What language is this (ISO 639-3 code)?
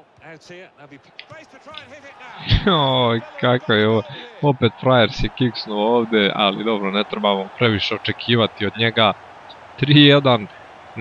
hrv